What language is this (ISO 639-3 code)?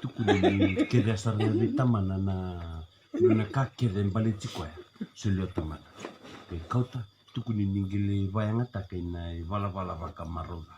fij